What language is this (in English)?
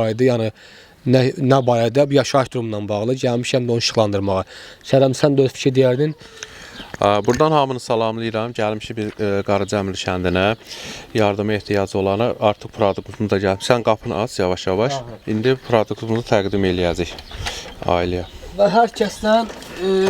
Azerbaijani